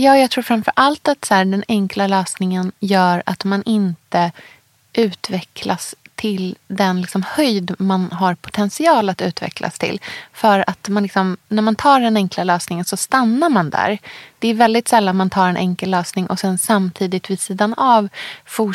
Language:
Swedish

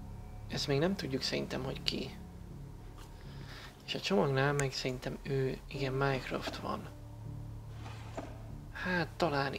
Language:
Hungarian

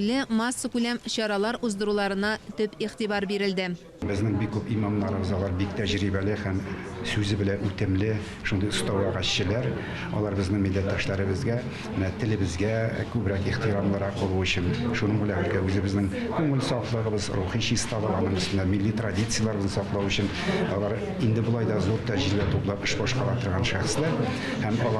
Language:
Tatar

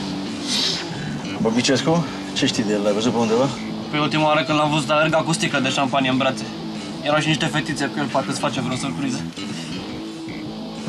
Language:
Romanian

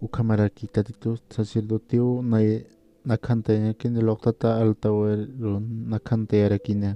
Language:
Aymara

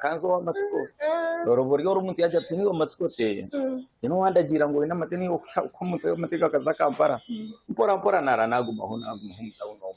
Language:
Nyankole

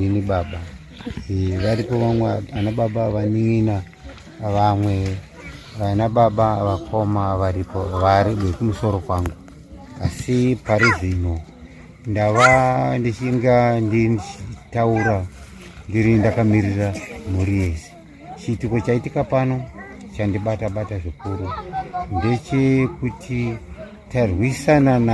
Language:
Shona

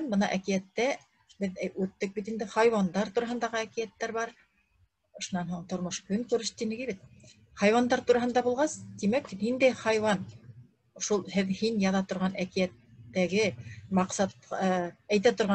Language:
Bashkir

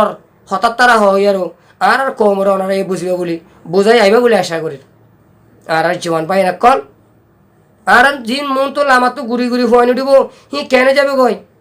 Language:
Rohingya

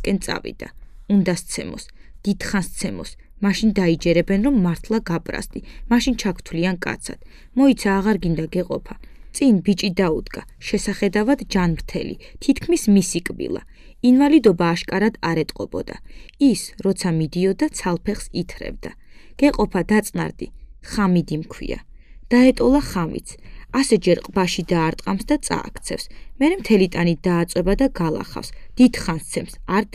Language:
Georgian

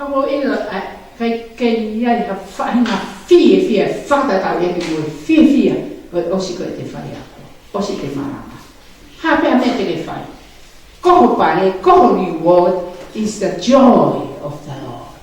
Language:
Tongan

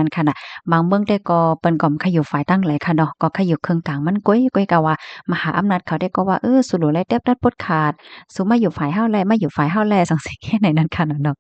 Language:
Shan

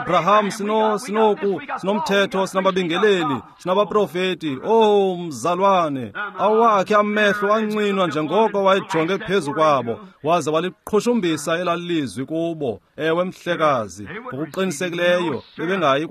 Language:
Xhosa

